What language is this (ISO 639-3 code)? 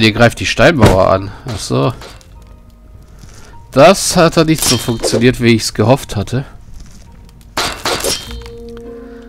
deu